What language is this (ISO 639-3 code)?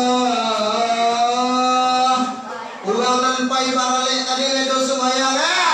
min